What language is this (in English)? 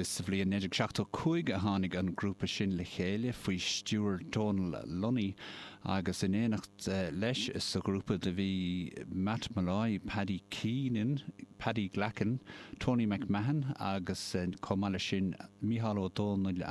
Irish